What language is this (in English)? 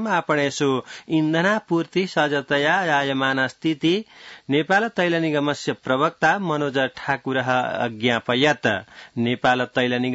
Sanskrit